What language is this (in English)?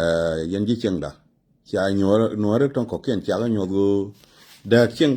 Nuer